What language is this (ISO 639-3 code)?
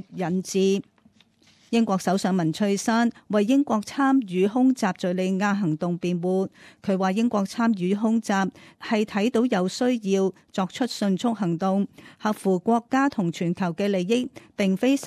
yue